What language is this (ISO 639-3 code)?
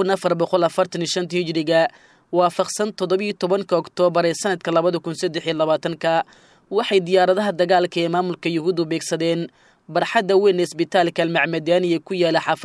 som